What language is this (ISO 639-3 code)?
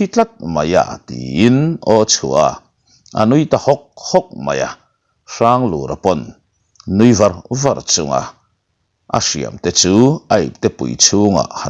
lus